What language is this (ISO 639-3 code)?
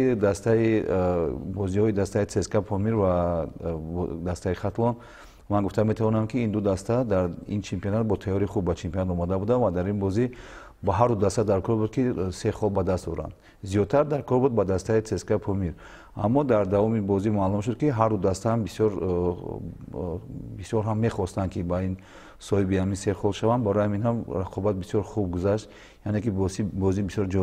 tgk